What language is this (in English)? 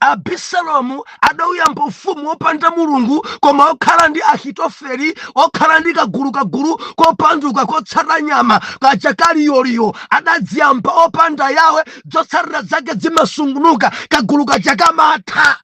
Nyanja